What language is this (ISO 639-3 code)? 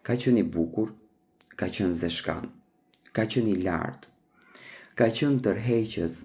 sqi